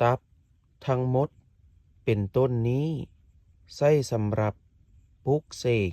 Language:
Lao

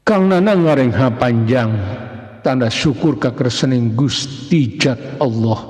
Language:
Sundanese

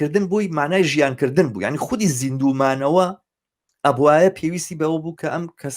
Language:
Central Kurdish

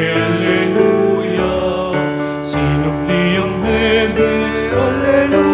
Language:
Pampanga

